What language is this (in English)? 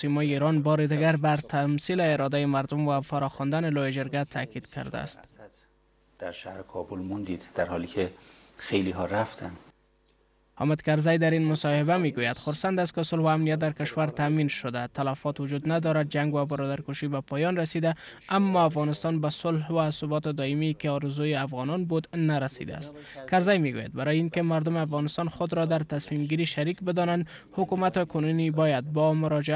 Persian